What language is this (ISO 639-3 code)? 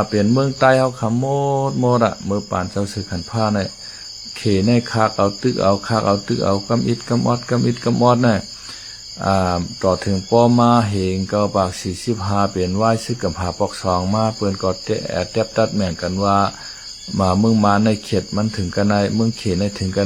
shn